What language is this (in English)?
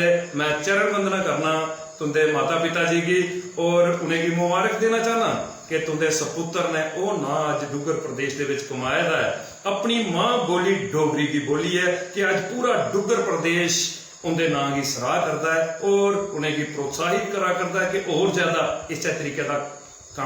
Dogri